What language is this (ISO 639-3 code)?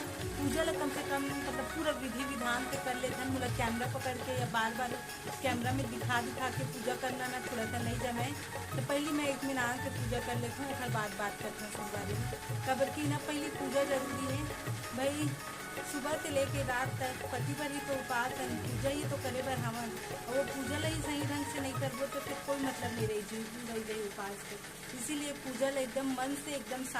hne